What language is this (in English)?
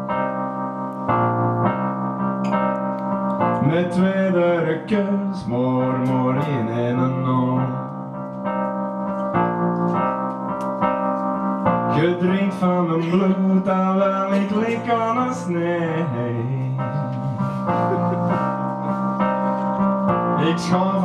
Dutch